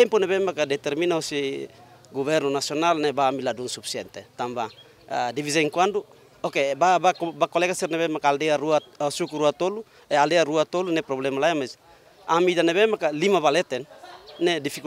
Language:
Tetum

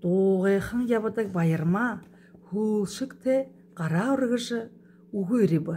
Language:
Buriat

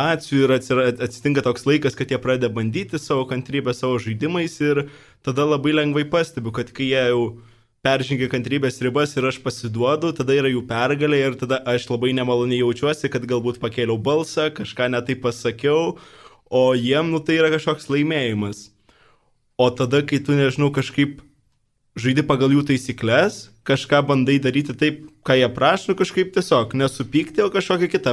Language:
Lithuanian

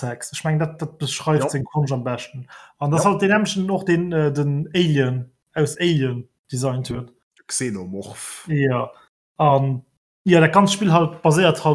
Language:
Luxembourgish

